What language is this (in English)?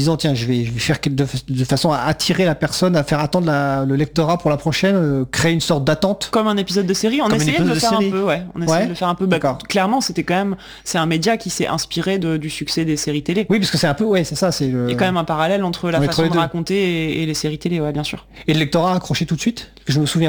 French